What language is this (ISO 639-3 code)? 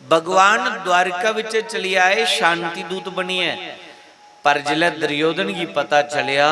doi